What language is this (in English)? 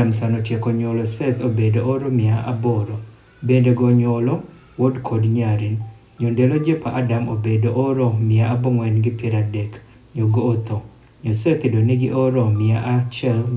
Adhola